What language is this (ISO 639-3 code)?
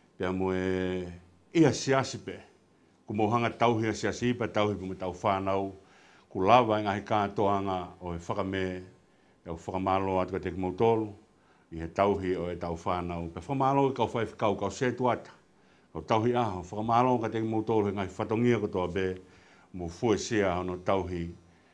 ton